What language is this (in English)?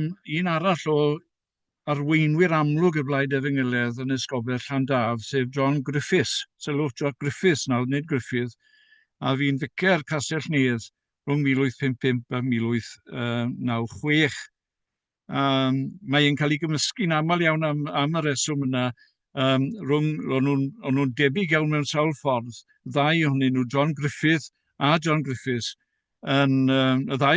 Welsh